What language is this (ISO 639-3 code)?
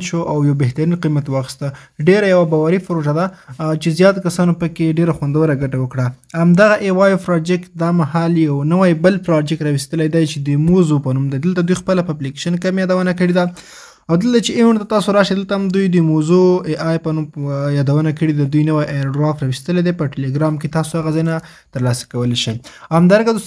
pus